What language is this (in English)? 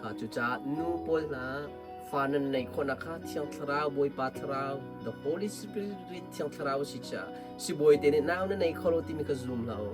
Hakha Chin